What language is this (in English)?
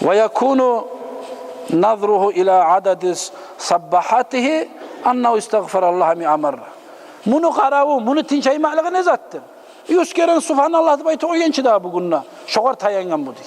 Kumyk